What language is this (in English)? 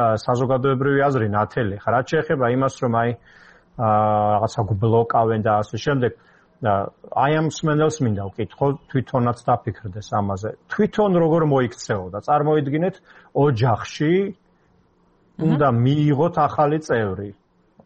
Georgian